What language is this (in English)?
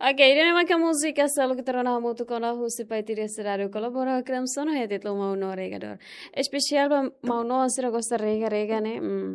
Tetum